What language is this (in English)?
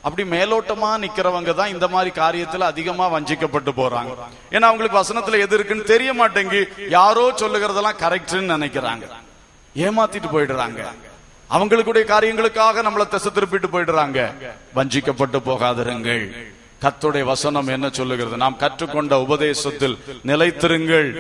Tamil